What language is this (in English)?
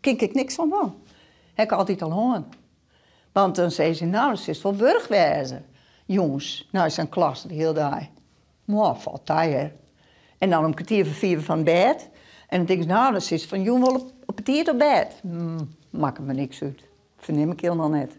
Western Frisian